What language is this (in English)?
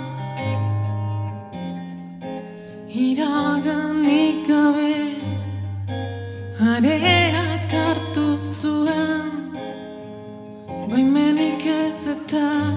Basque